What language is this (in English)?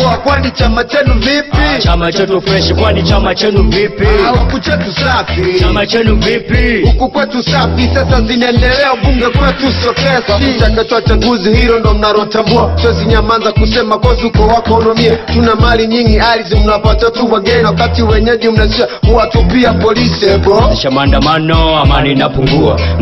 Swahili